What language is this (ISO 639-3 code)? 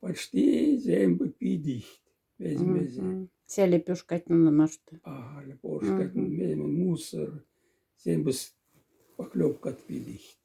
mdf